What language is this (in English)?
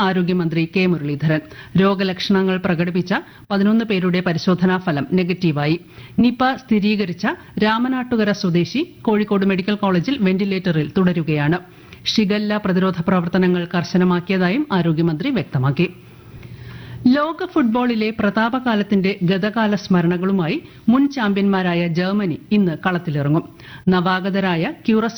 Malayalam